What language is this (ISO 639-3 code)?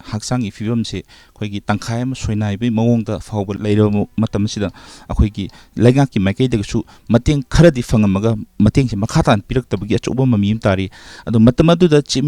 mni